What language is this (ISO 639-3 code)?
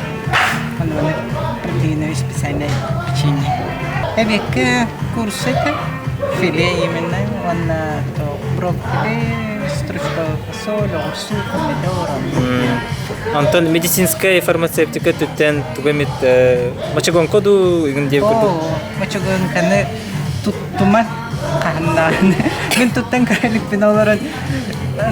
sah